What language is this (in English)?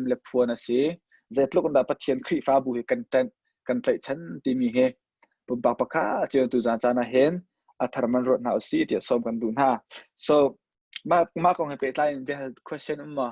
Hakha Chin